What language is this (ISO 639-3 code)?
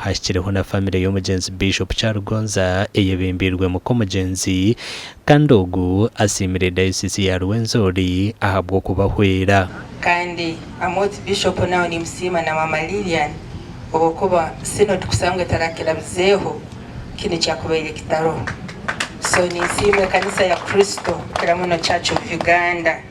nyn